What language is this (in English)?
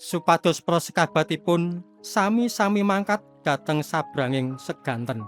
Javanese